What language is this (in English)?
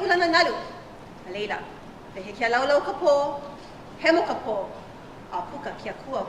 Hawaiian